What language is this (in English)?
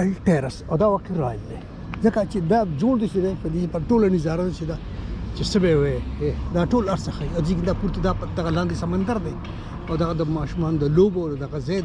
Pashto